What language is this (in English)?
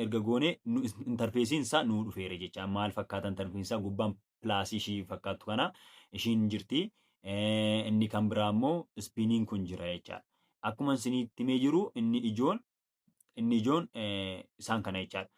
Oromo